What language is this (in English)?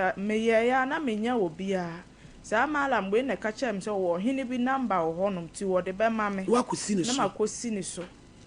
Akan